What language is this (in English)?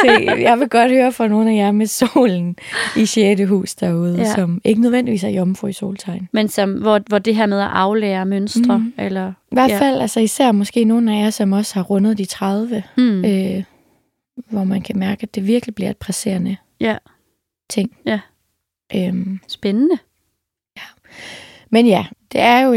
Danish